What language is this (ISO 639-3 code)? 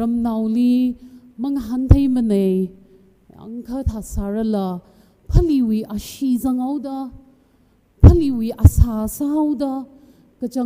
nmf